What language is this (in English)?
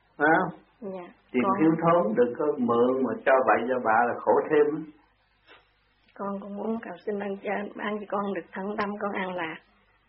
Vietnamese